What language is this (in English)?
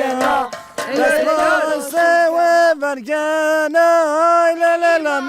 Zaza